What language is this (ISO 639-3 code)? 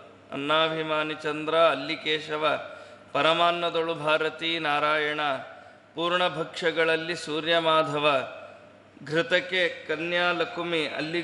kan